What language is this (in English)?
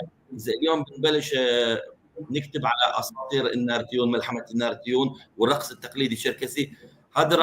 North Levantine Arabic